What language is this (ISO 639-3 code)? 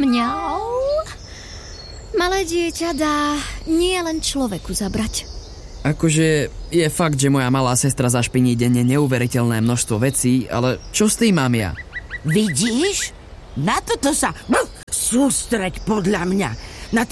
slk